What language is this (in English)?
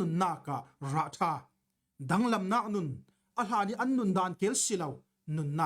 Falam Chin